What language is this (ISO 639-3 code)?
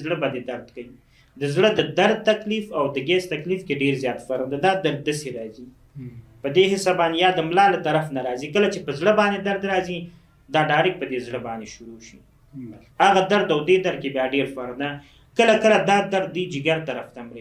pus